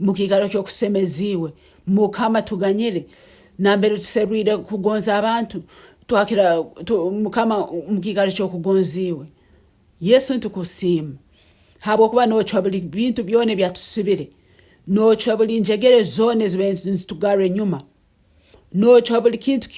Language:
Nyankole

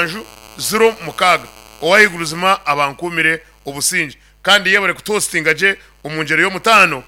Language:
Nyankole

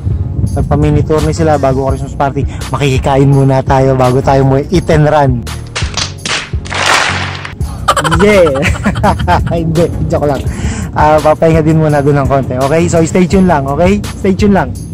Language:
Filipino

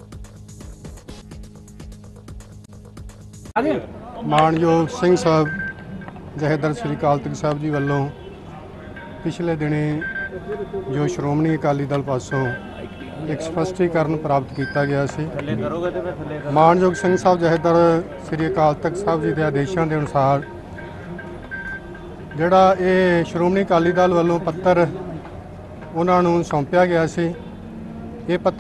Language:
Punjabi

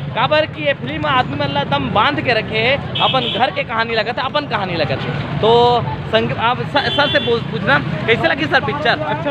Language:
Chhattisgarhi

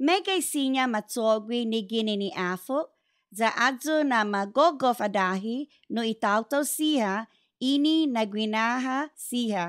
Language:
Chamorro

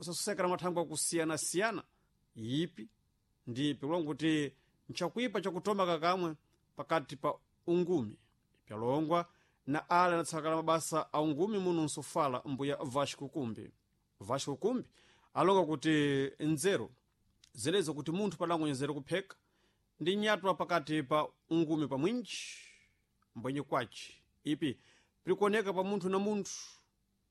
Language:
Sena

